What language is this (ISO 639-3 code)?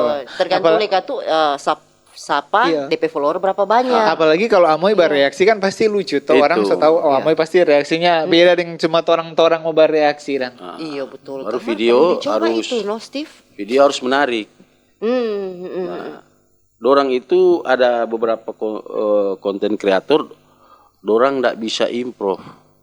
xmm